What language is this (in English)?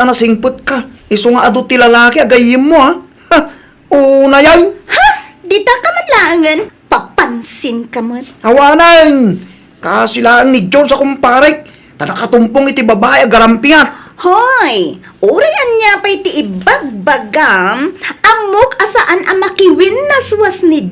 Iloko